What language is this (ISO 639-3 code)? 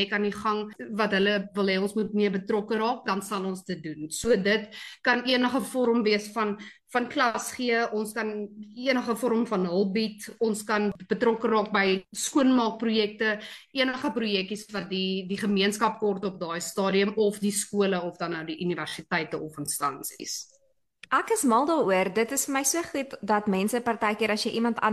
afr